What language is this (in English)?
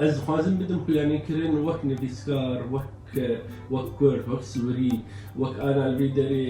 Kurdish